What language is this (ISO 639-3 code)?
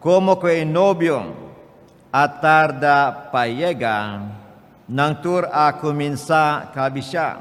pap